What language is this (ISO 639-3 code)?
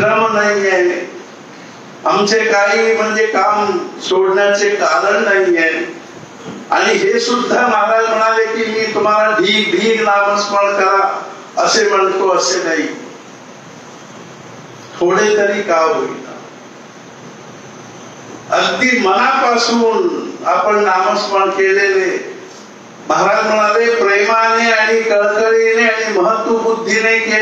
mar